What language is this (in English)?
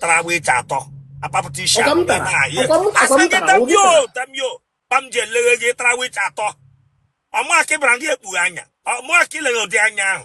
Igbo